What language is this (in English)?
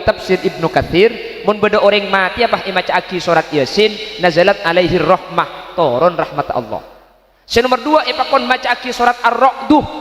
Madurese